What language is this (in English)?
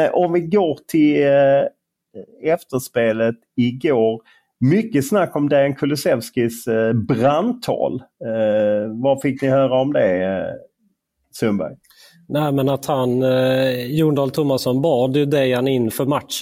Swedish